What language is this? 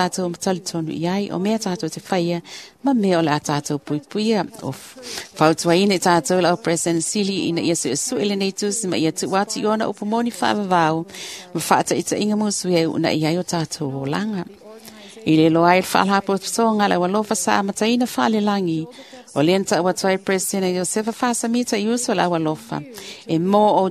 Samoan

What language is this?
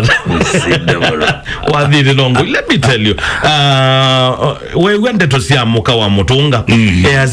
Kamba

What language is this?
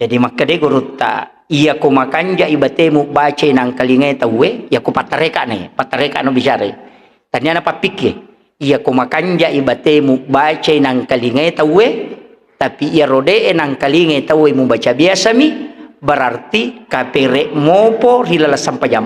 Buginese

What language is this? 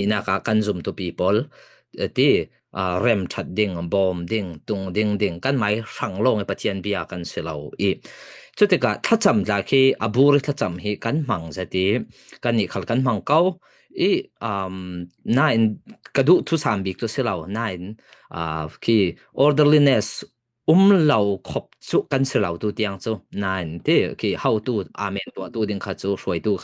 Falam Chin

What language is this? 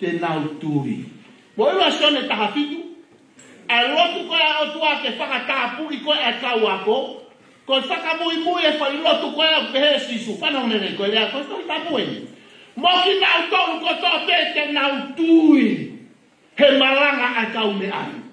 Tongan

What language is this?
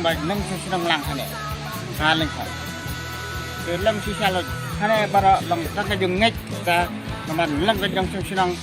Khasi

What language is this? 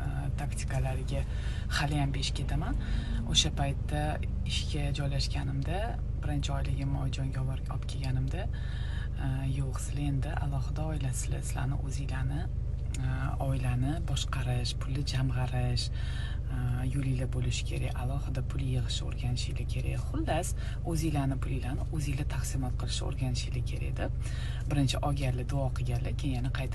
Uzbek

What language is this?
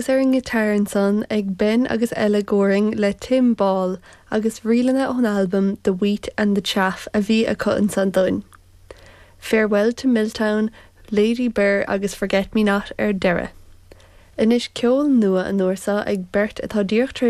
Irish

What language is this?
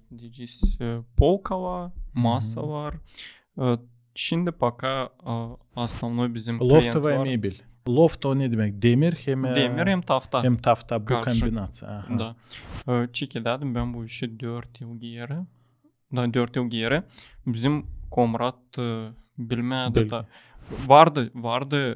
Gagauz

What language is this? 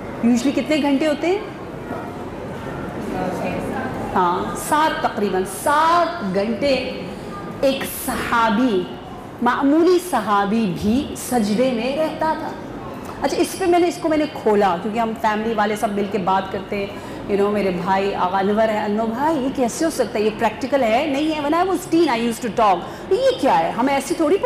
Urdu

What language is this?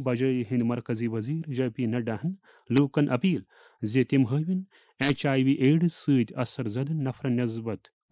Kashmiri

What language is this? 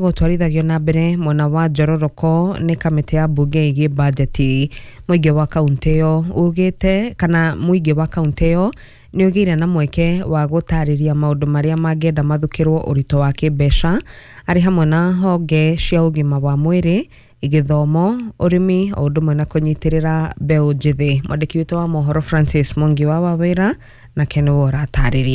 Kikuyu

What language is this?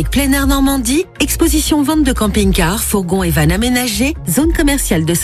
French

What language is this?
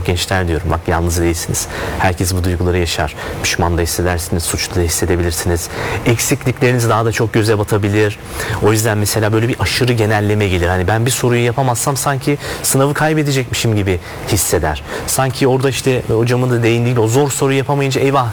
Turkish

